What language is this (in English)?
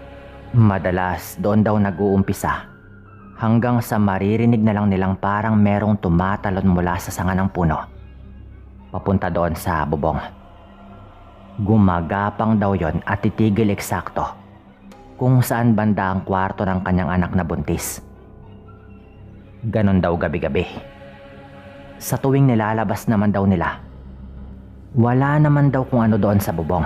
Filipino